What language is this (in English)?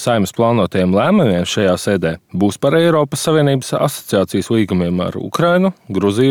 Latvian